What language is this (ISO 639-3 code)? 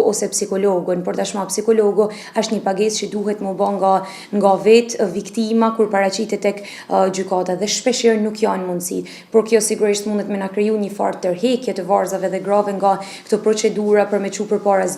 sqi